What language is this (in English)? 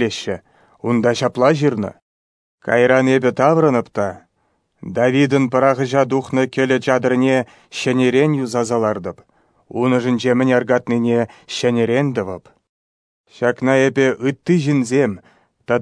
Chuvash